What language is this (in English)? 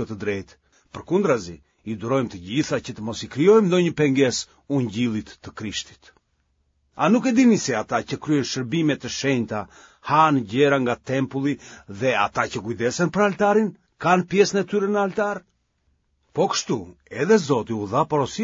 Albanian